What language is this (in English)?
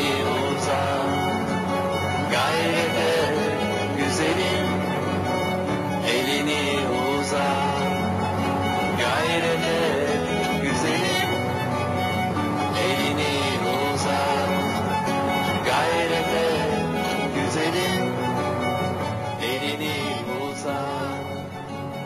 Turkish